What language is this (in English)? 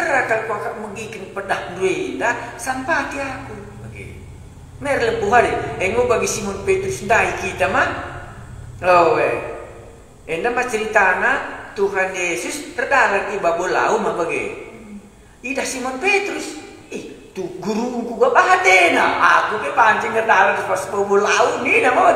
Batak Karo